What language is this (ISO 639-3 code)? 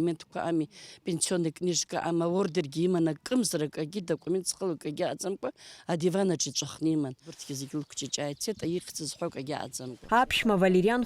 abk